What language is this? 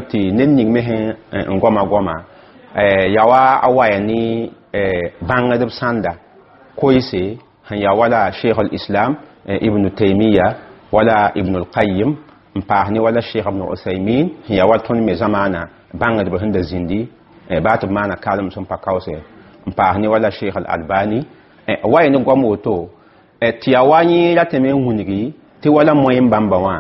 Mossi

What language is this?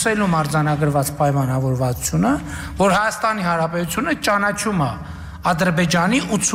Armenian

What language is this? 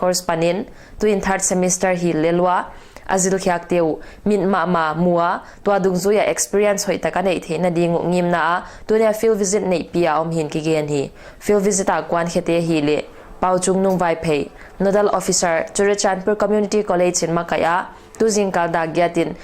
Paite Chin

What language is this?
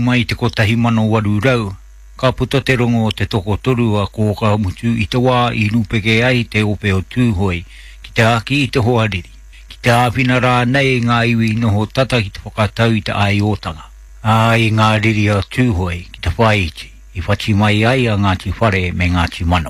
Māori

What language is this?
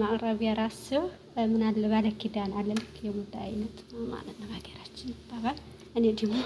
Amharic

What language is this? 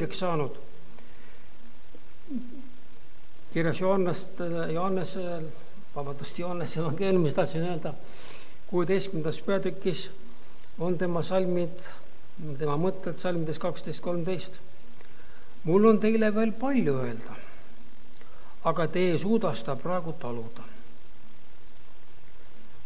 Estonian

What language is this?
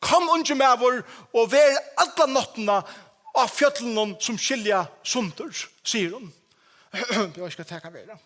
Faroese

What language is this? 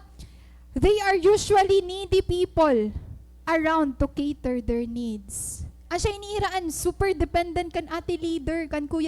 Waray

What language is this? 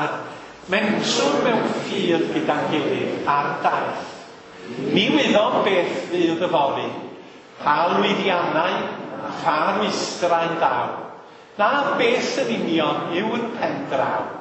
Welsh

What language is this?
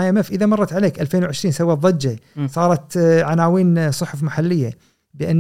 Gulf Arabic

